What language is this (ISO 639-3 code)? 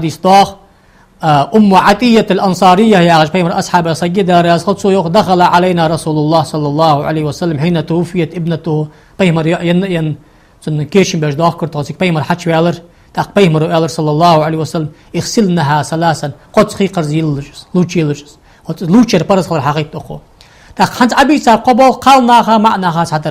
inh